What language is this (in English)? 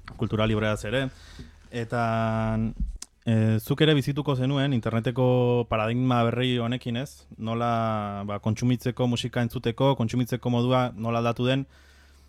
Basque